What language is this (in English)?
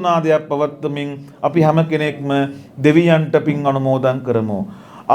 Sinhala